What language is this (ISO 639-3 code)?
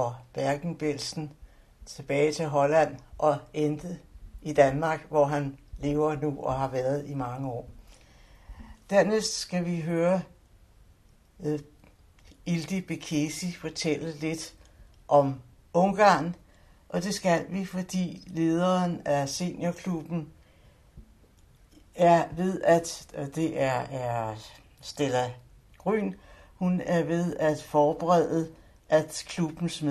dan